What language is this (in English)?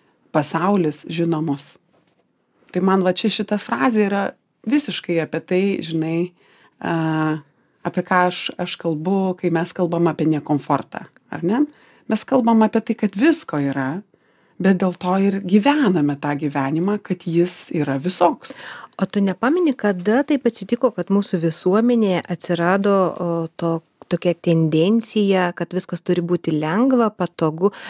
Lithuanian